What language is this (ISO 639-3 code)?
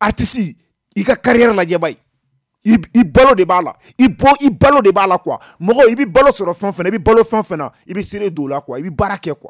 bam